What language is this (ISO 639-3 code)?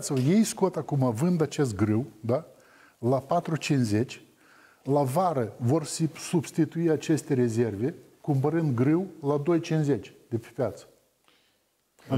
ron